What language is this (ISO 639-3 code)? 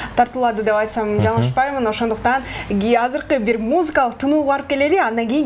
kir